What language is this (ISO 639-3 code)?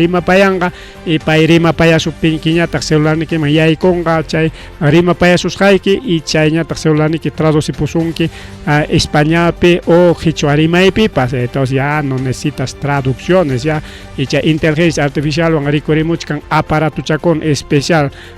quy